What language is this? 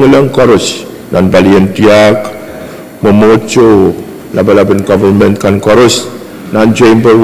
Pohnpeian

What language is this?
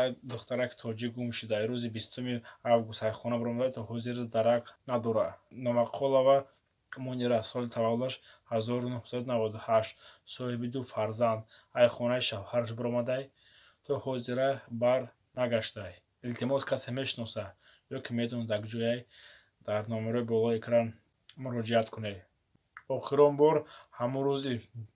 Tajik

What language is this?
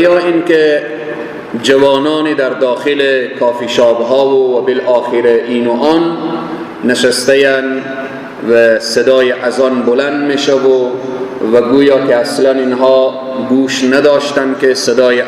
Persian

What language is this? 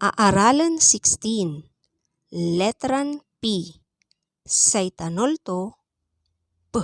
Pangasinan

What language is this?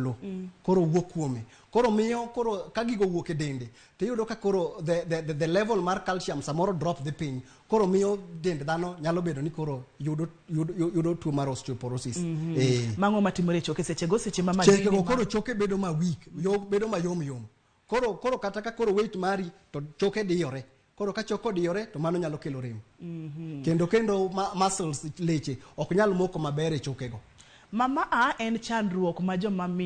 Luo (Kenya and Tanzania)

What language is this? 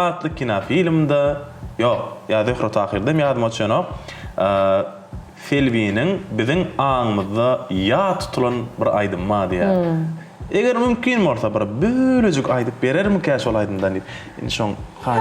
Turkmen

